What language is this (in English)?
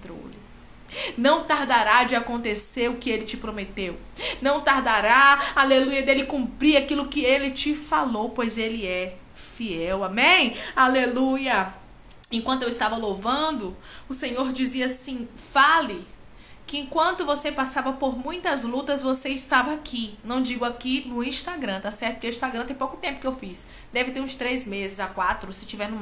Portuguese